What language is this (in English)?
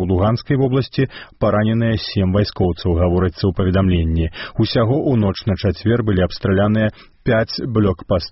Belarusian